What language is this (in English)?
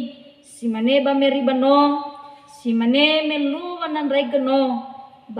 Nias